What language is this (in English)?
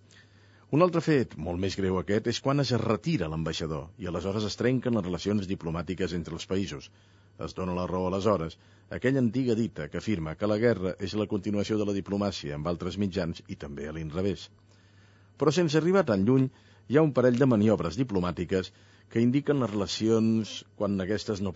Catalan